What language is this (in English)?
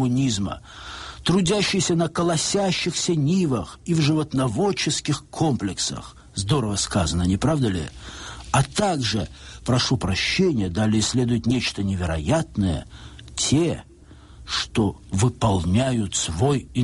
Russian